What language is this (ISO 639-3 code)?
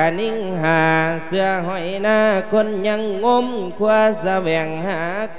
lao